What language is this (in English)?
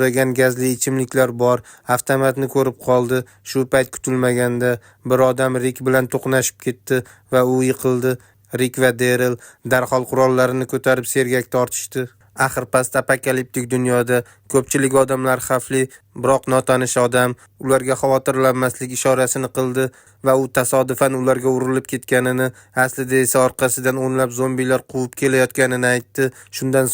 Uzbek